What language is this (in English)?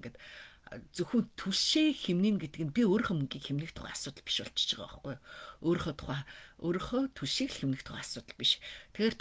Mongolian